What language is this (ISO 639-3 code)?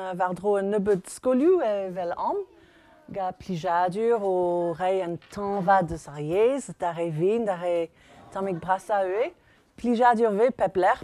bre